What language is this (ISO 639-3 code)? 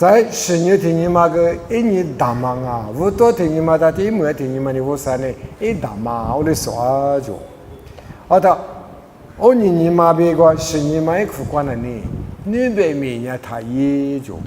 lis